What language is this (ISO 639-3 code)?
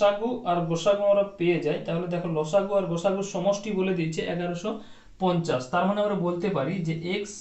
ben